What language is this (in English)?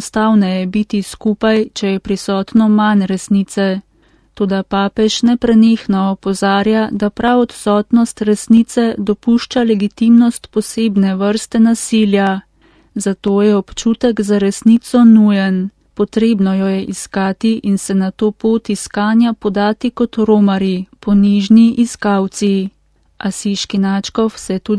Slovenian